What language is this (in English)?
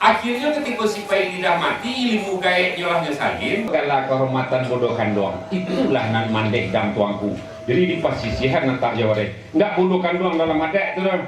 Minangkabau